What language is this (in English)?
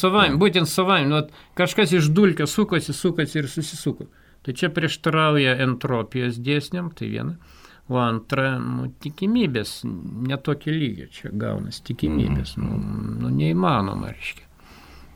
Lithuanian